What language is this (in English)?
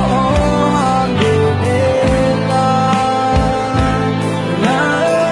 Akha